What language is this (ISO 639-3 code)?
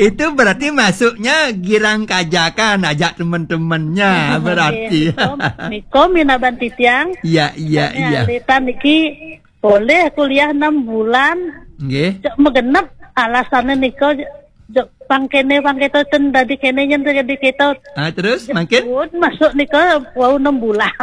ban